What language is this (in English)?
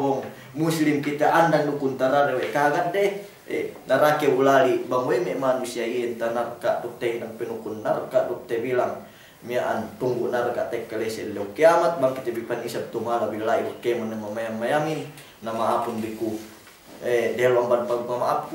Yakan